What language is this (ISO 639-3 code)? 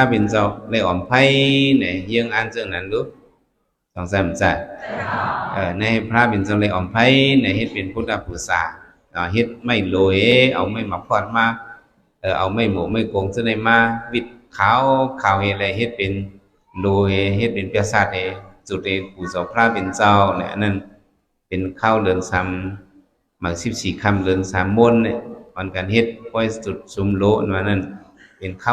shn